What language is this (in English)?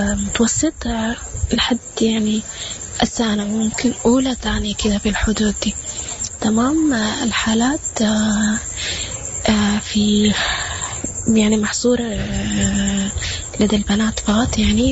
Sudanese Arabic